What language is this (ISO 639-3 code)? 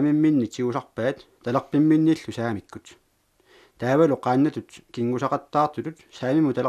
kal